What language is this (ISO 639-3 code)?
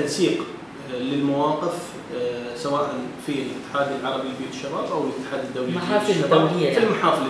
ara